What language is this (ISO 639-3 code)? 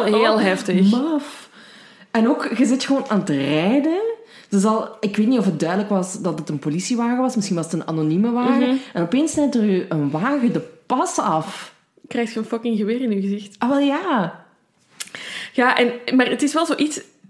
nld